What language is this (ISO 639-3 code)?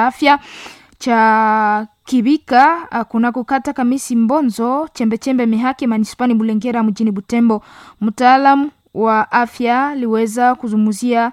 swa